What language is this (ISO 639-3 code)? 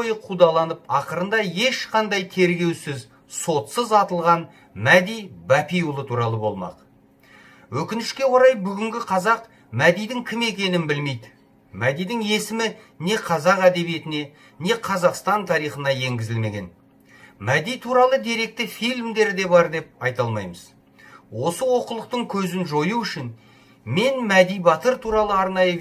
kaz